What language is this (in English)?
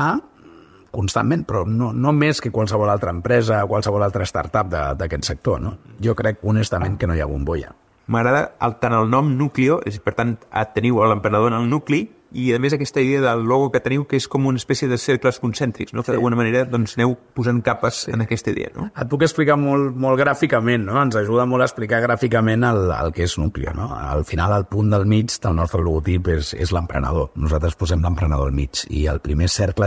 Catalan